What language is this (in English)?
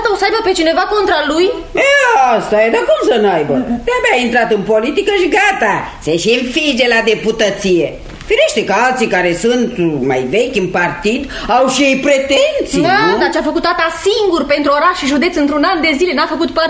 Romanian